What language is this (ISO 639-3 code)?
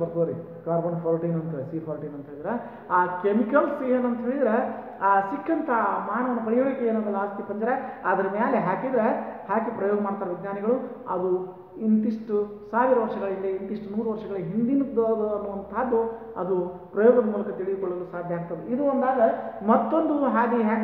kan